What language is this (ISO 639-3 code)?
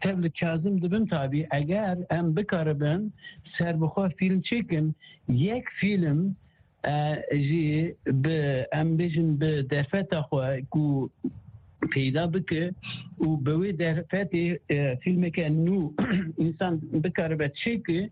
kur